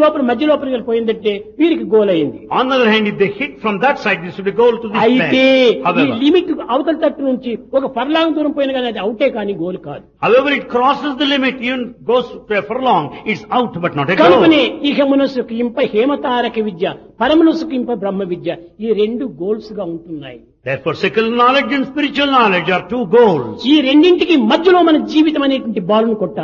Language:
Telugu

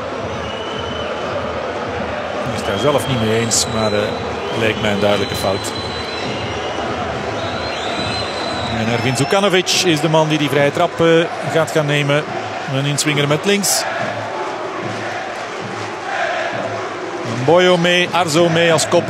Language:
Dutch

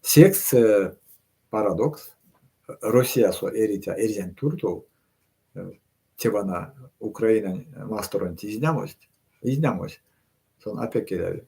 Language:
Erzya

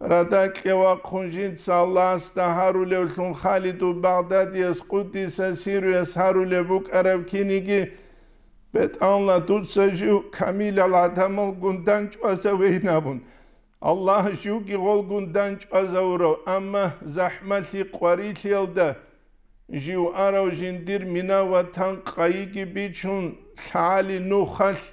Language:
Avaric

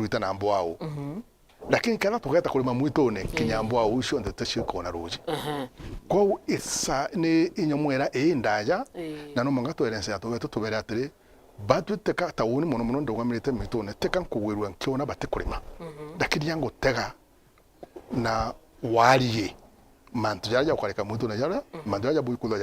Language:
Meru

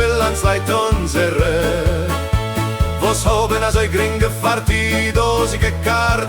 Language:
Yiddish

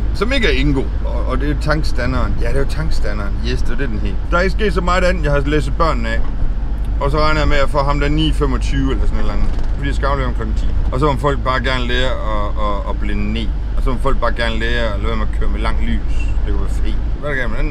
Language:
Danish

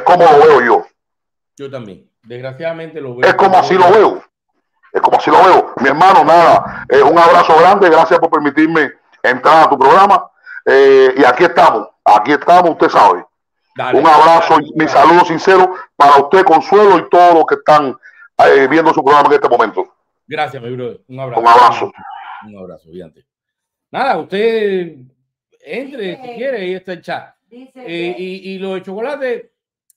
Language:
Spanish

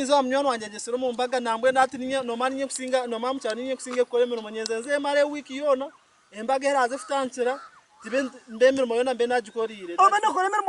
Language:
Nyankole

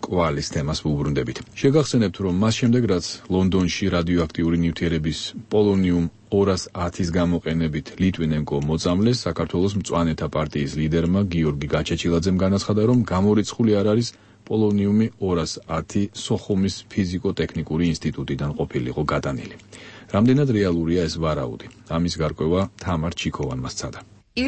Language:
Georgian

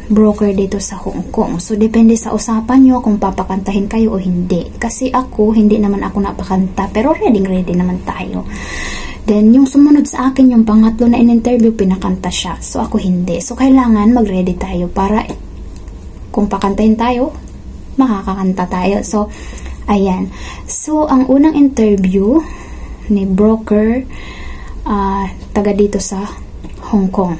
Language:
Filipino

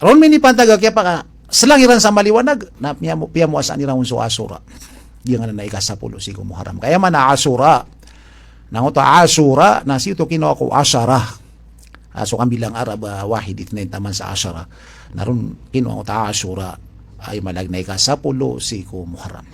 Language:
Maranao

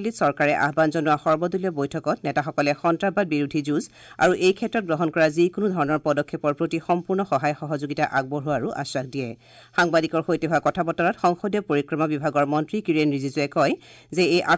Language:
Assamese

